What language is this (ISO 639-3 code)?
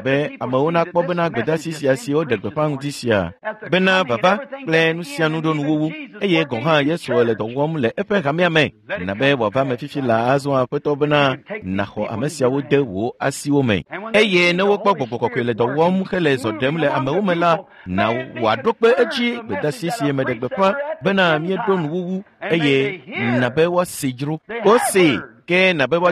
ewe